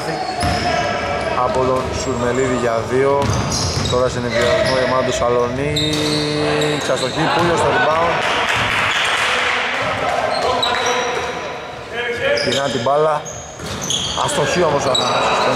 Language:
Greek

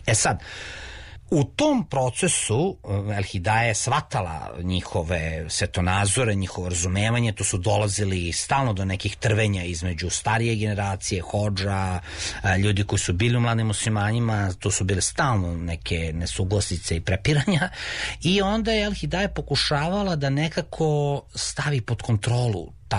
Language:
Serbian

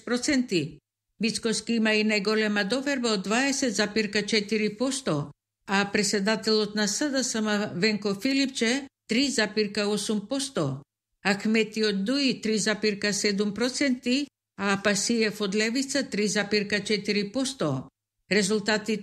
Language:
Macedonian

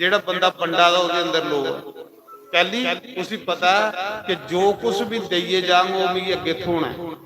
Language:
Dogri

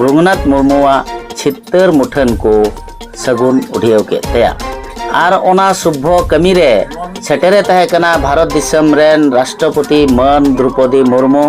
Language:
Santali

